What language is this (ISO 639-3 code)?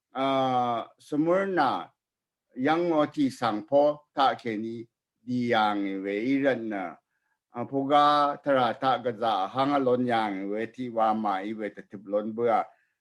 raw